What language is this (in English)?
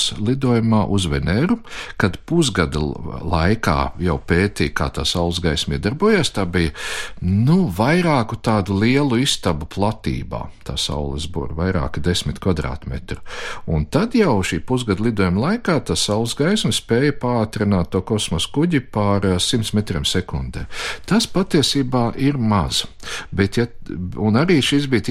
Latvian